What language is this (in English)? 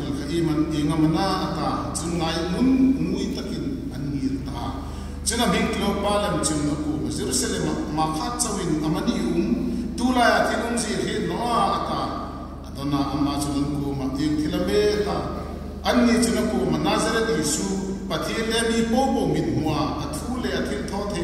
Hmar